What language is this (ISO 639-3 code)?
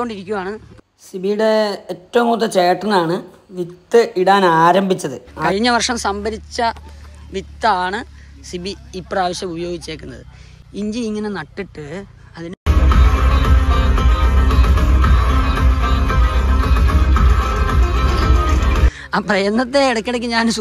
mal